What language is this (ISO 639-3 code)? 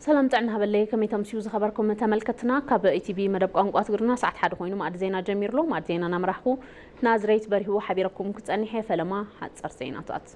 tir